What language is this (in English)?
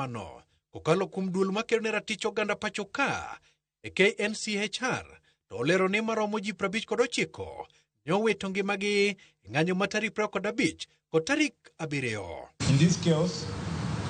Luo (Kenya and Tanzania)